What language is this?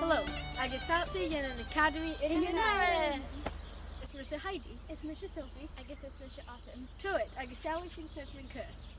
Scottish Gaelic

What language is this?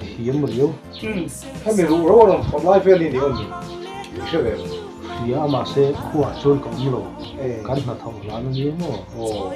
Mizo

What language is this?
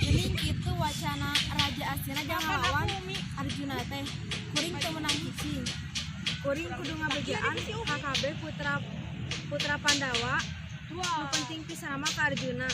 Sundanese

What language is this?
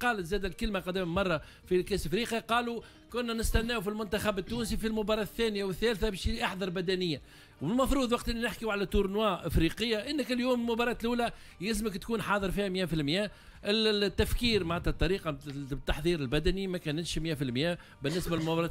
Tunisian Arabic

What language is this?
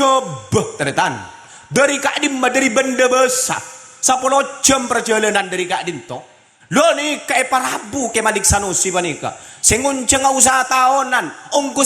Madurese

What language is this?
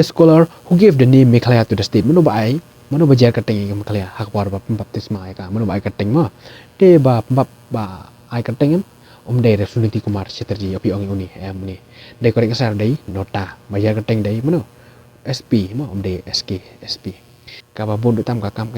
Khasi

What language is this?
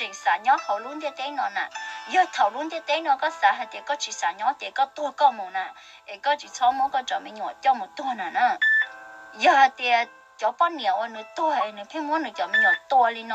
Hmong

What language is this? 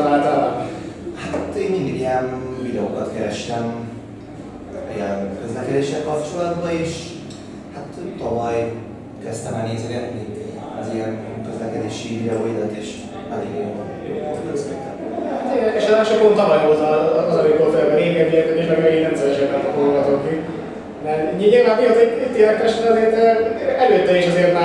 Hungarian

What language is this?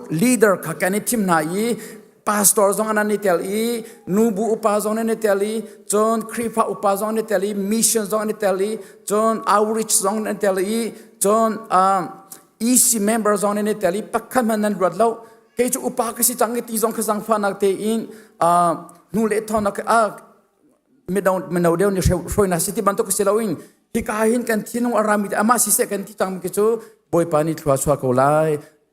Hakha Chin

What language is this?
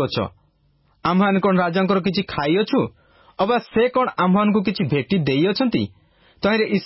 Odia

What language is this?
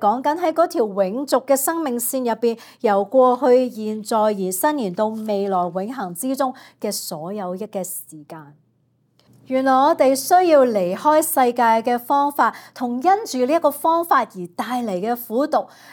Cantonese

